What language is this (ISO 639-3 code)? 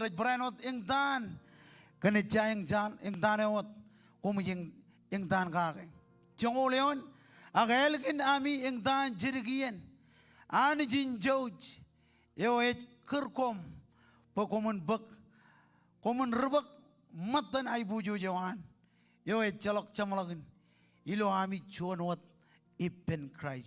mah